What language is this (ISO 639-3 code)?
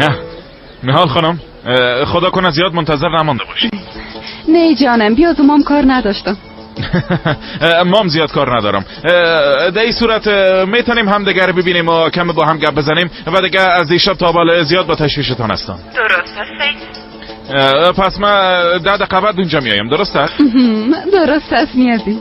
fas